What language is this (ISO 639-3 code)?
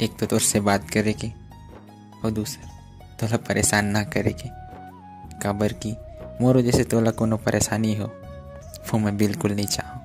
hne